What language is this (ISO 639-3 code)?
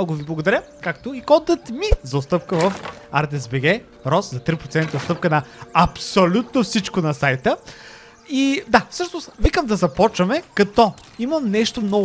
bul